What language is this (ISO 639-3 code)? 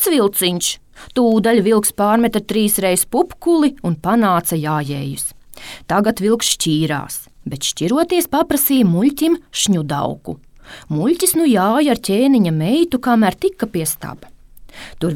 lav